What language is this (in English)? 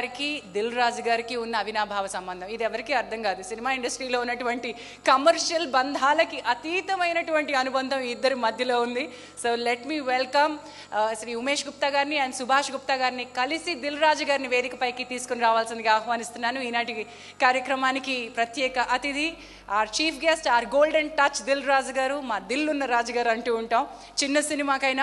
Telugu